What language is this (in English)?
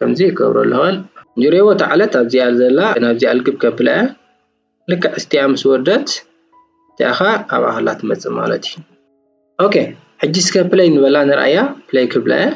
Tigrinya